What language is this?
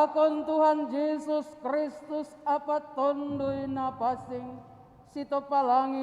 Batak Simalungun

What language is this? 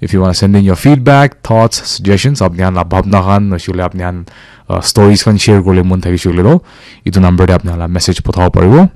Naga Pidgin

